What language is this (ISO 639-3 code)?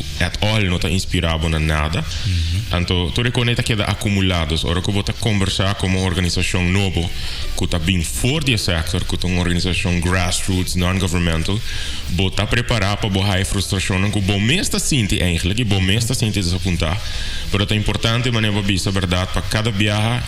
pap